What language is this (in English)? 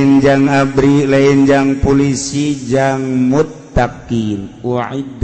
Sundanese